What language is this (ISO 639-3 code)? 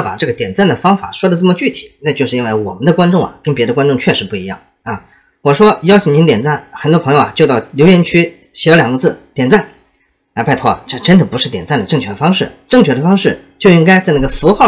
zho